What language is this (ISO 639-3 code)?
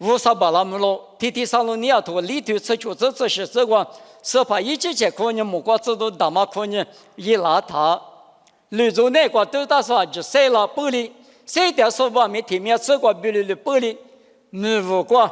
lis